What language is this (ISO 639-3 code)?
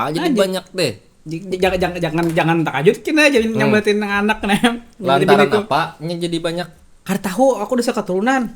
bjn